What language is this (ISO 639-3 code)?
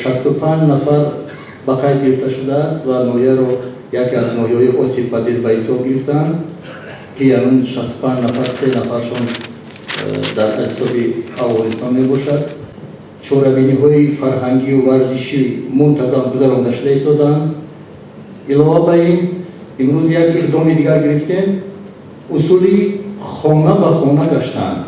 tgk